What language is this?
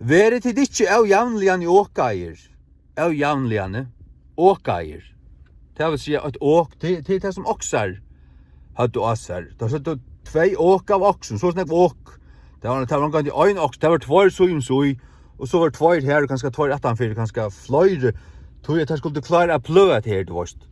Faroese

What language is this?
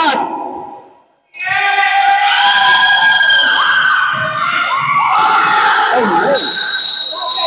Filipino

